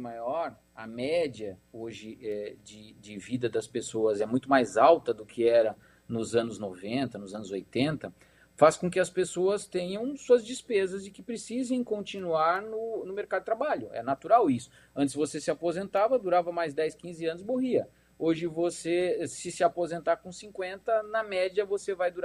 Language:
Portuguese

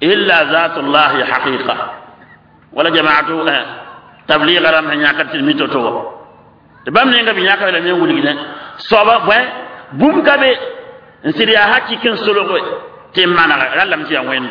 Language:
Mossi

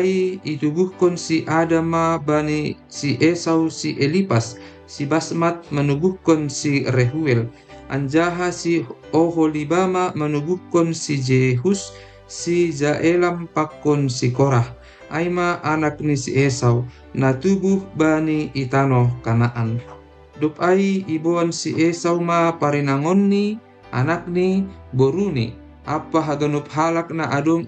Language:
Batak Simalungun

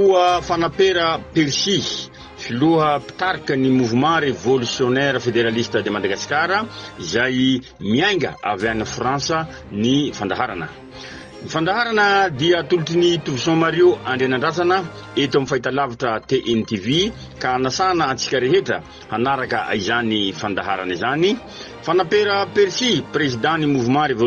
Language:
Malagasy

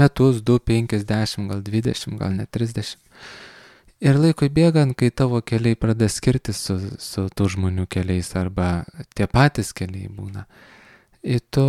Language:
Lithuanian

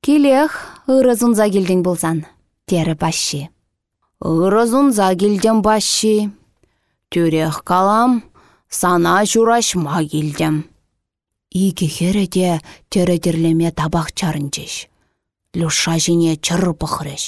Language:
Chuvash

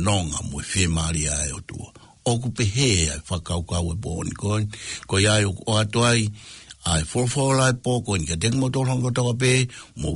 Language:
Tongan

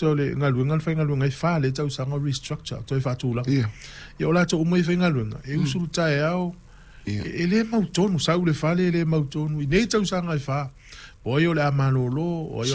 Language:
Samoan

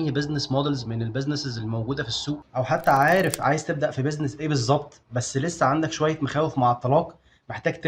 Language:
Egyptian Arabic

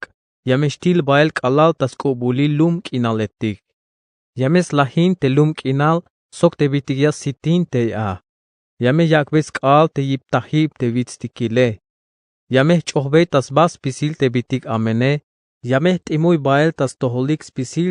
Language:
Tzeltal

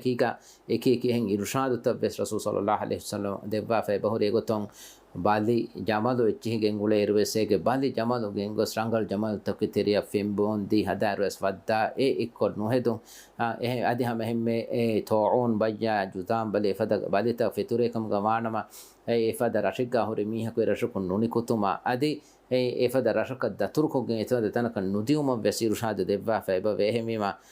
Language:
Divehi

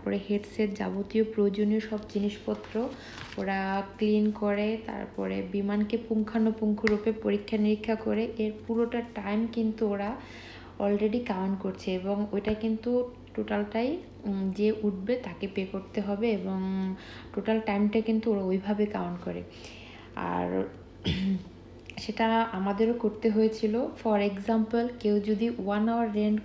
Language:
Bangla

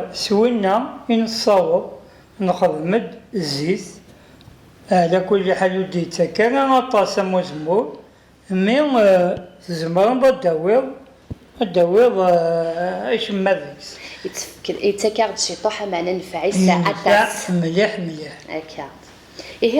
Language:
Kabyle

